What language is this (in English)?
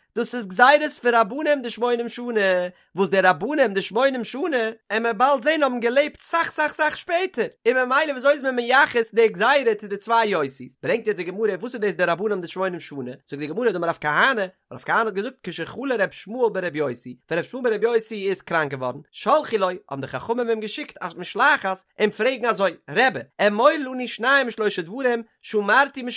Yiddish